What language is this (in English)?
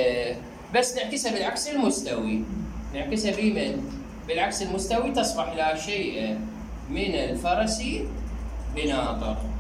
Mesopotamian Arabic